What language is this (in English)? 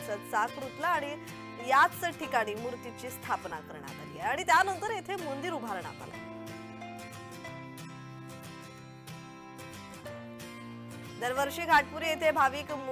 Marathi